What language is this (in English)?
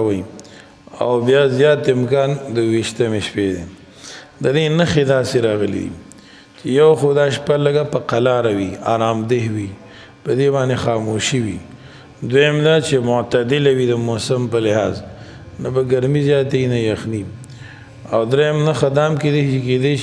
Pashto